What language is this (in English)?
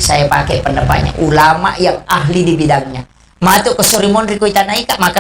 Buginese